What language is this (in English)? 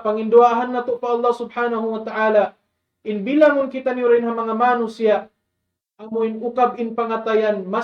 Tausug